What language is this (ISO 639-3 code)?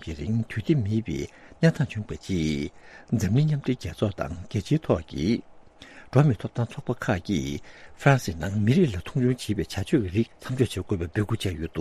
bod